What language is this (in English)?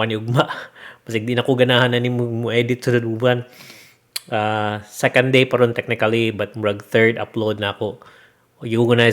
Cebuano